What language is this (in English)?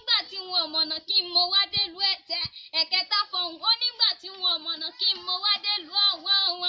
Yoruba